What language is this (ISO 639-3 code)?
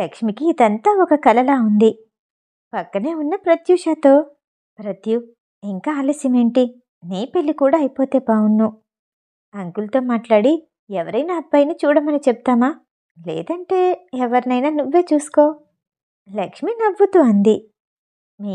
tel